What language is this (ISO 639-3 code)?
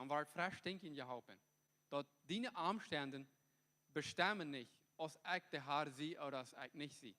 pdt